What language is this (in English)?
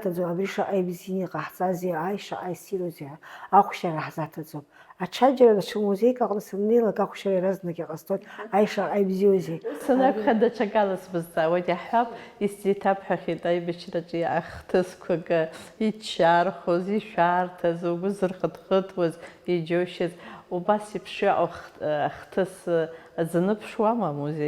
Abkhazian